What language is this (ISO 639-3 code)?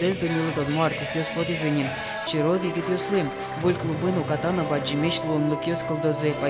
udm